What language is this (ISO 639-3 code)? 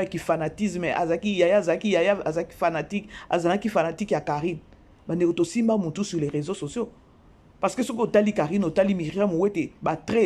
lin